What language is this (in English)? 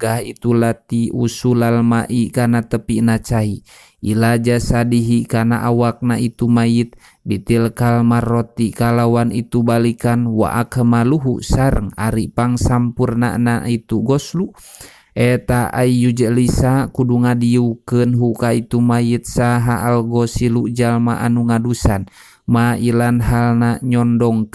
Sundanese